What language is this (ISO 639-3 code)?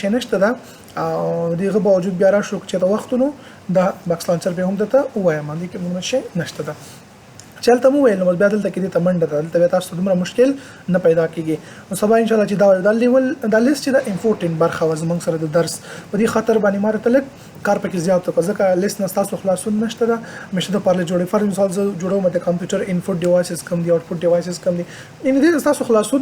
pus